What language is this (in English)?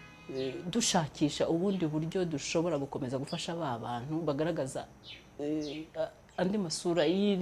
Kinyarwanda